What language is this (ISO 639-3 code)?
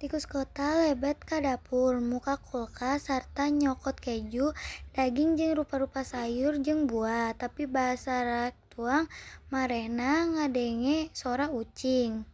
sun